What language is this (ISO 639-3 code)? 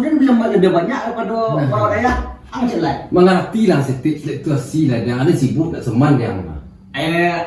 min